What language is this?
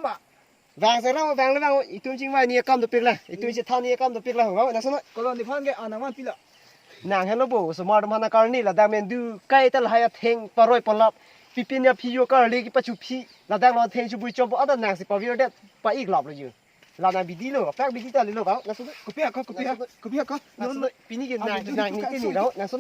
Karbi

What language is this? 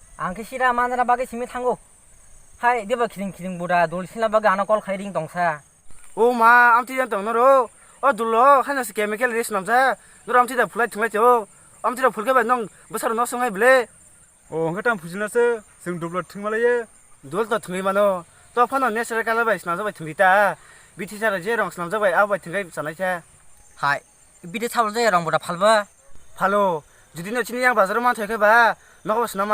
Kok Borok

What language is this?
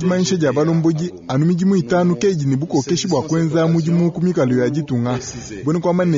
Luba-Lulua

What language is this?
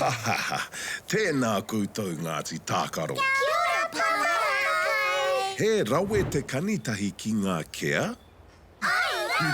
Māori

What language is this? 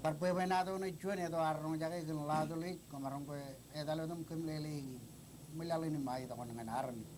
Marshallese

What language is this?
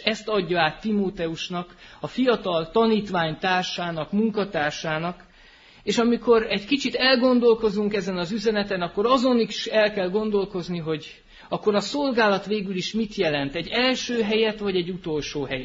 Hungarian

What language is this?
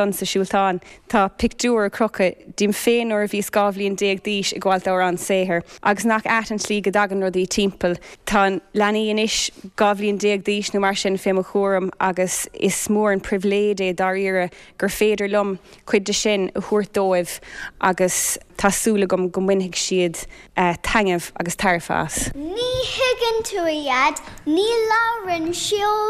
Irish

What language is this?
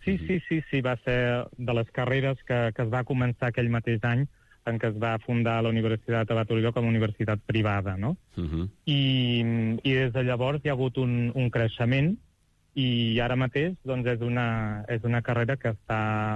Catalan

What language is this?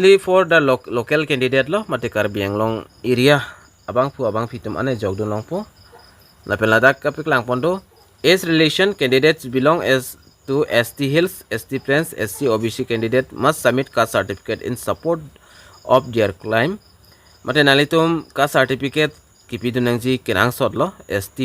Karbi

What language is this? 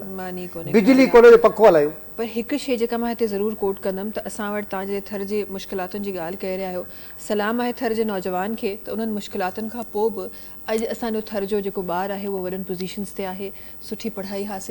Sindhi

